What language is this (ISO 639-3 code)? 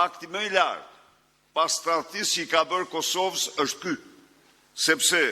sqi